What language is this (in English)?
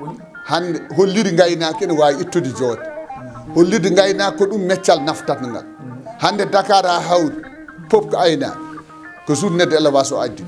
Fula